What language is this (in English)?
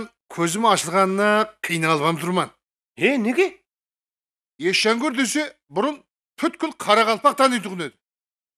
Kara-Kalpak